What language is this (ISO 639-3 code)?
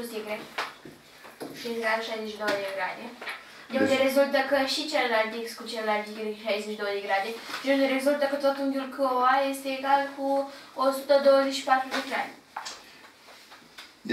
ron